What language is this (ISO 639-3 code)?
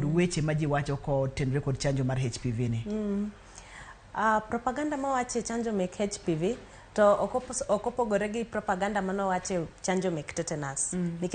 luo